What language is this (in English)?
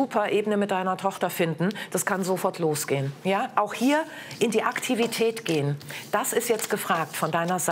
German